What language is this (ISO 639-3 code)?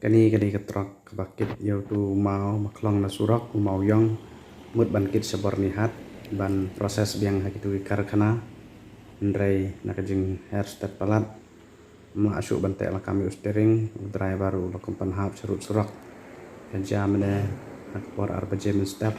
kha